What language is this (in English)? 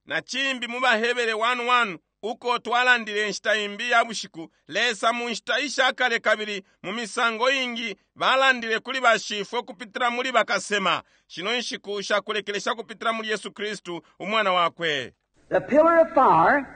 Bemba